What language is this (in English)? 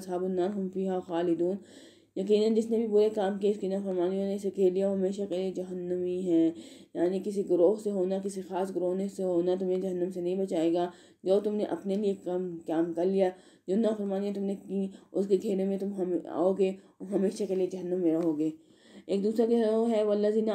Urdu